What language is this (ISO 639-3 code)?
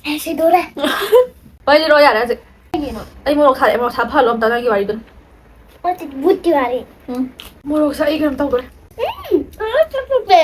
mni